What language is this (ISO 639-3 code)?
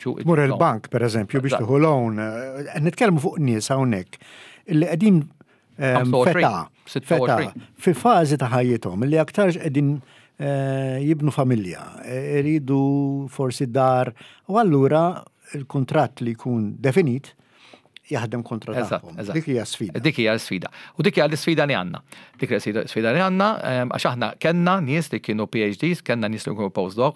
mlt